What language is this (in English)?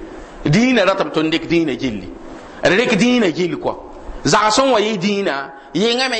Mossi